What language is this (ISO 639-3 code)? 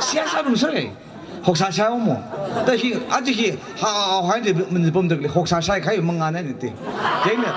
nmf